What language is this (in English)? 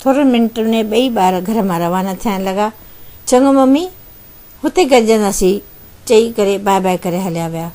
Sindhi